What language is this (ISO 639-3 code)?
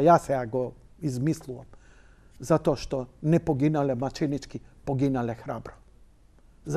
mkd